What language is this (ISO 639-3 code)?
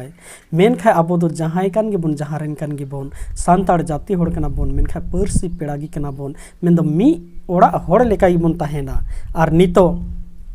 sat